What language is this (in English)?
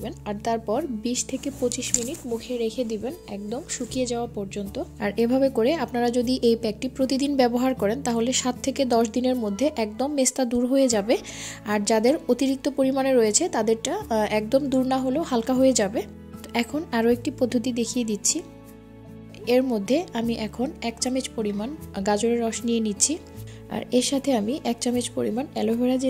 Bangla